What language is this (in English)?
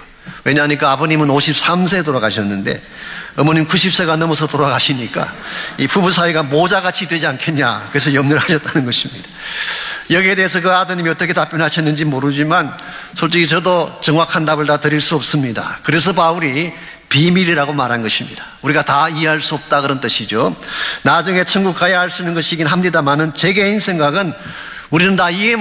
Korean